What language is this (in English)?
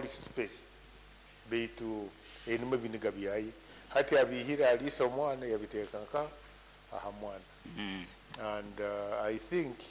Nyankole